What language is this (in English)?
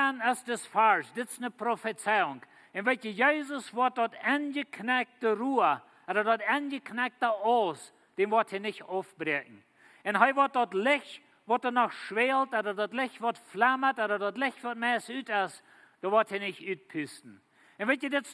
Plautdietsch